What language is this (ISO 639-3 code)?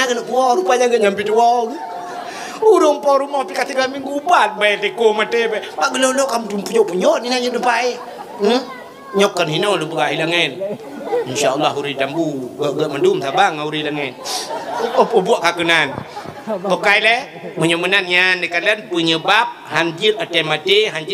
ace